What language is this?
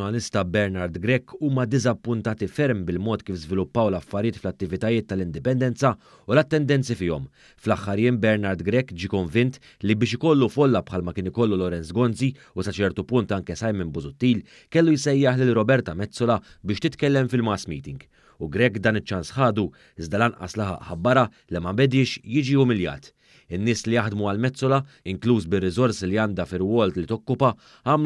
Maltese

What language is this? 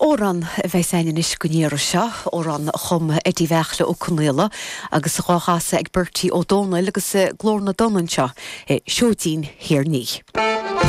Irish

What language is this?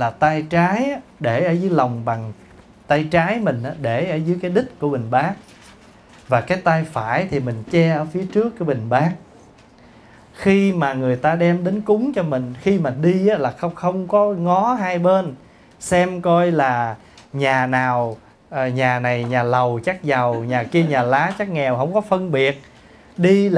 Vietnamese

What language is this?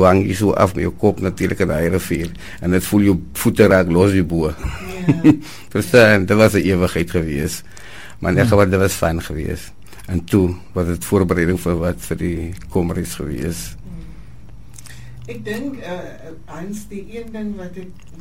Afrikaans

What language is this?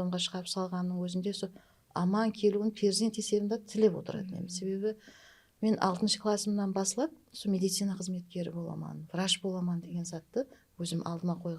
Kara-Kalpak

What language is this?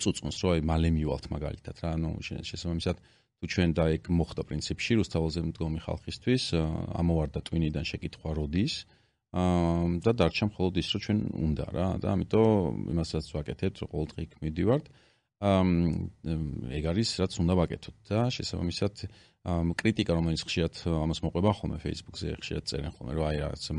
Georgian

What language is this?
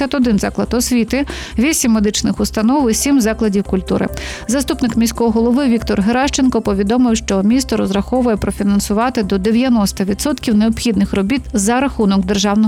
Ukrainian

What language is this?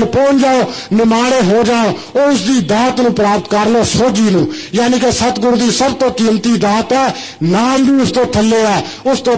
Punjabi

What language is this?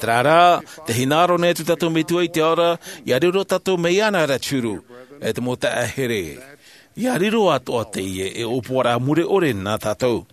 Tahitian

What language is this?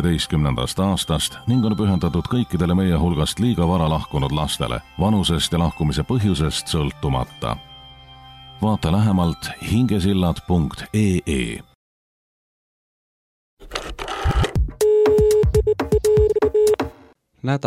Estonian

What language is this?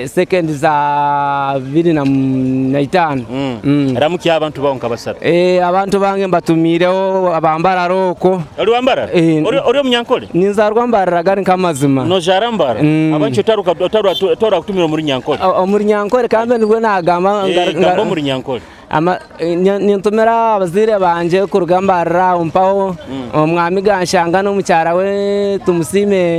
Nyoro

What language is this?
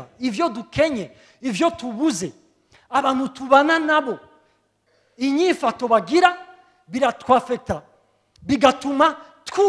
Rundi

